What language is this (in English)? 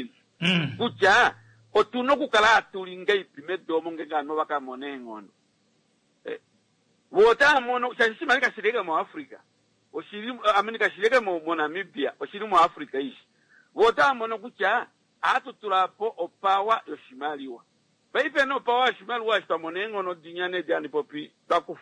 Kuanyama